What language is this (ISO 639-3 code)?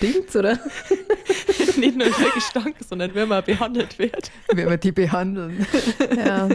bar